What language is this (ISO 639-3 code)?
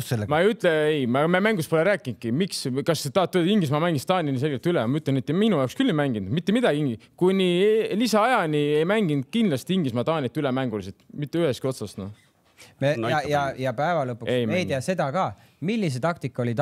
est